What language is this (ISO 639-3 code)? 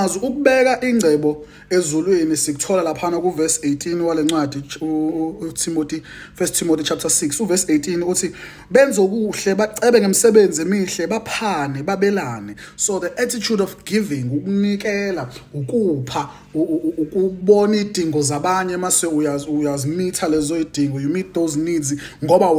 zul